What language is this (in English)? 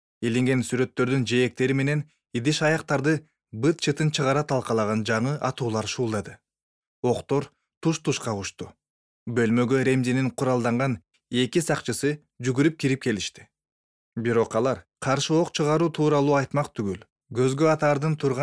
Kyrgyz